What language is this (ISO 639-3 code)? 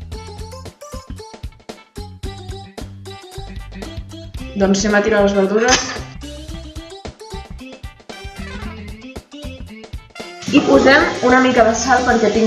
cat